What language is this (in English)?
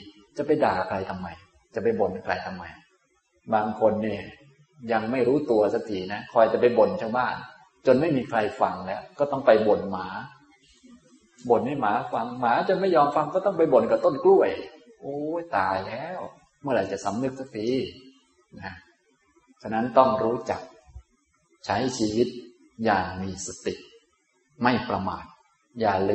Thai